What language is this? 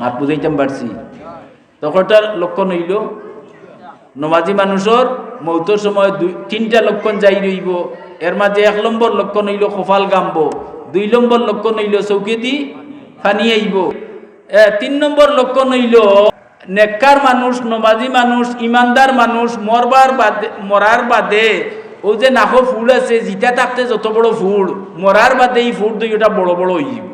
Sylheti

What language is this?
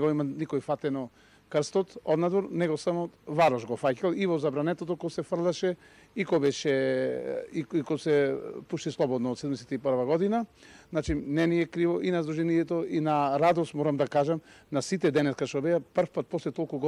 Macedonian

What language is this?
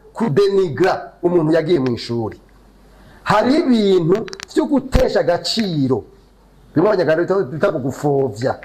Rundi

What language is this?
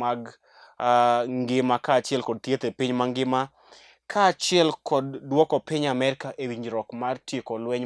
Luo (Kenya and Tanzania)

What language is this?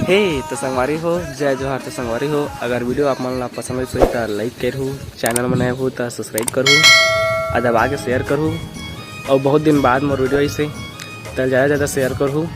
Chhattisgarhi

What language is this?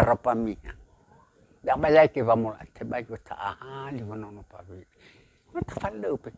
Nias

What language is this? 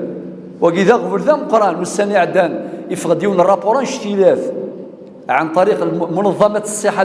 Kabyle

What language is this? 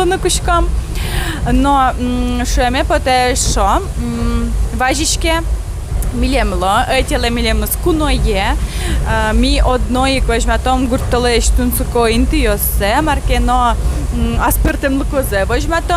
Udmurt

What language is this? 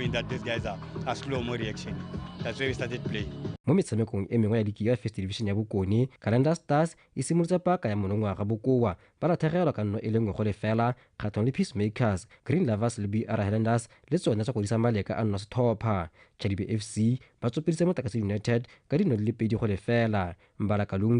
Tswana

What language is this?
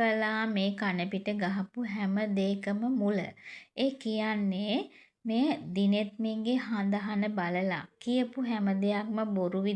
Sinhala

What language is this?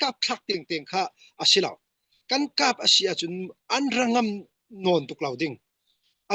Falam Chin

